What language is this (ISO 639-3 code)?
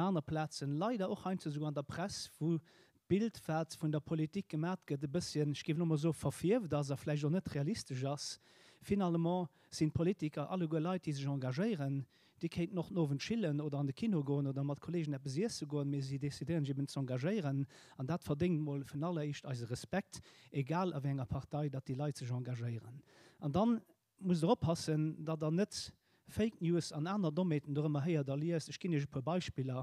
ltz